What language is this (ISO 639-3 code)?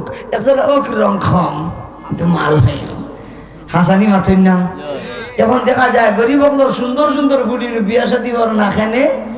syl